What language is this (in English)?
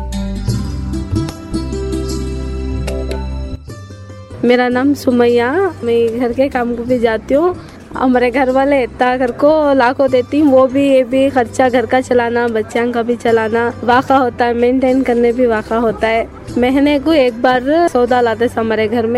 Kannada